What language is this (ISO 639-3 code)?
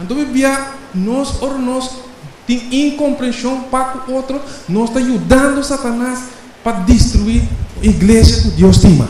pap